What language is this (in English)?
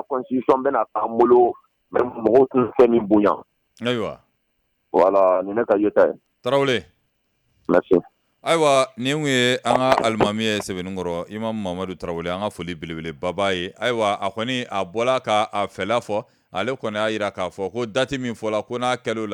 Bambara